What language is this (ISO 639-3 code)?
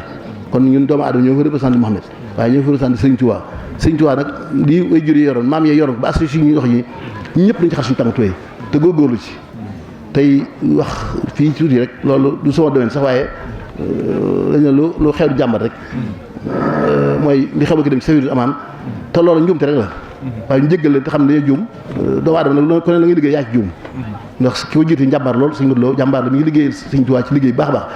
wol